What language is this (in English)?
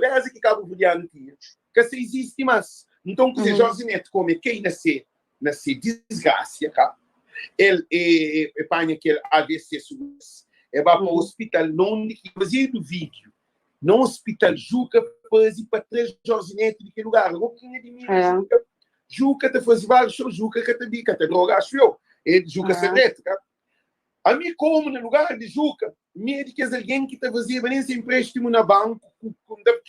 Kabuverdianu